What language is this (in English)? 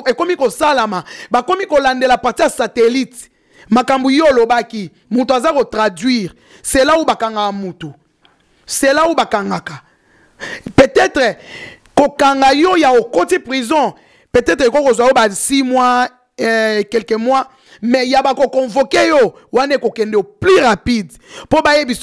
Lingala